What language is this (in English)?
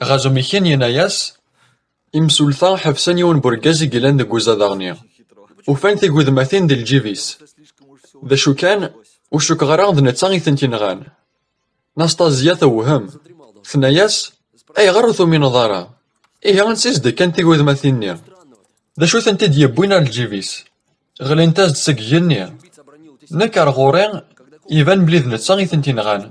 Kabyle